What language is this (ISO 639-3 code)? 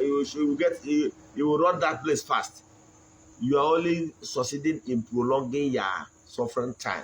ibo